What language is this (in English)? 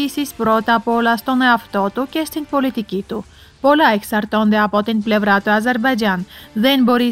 Greek